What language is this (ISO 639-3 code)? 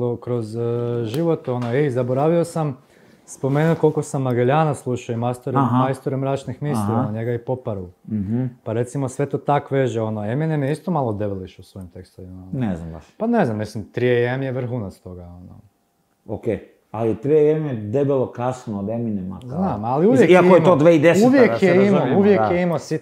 hrv